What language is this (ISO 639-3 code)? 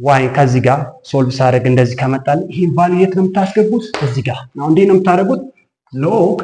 amh